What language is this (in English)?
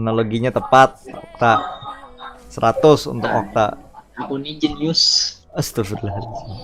Banjar